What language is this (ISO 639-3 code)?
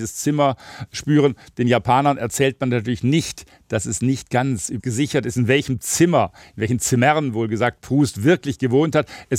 deu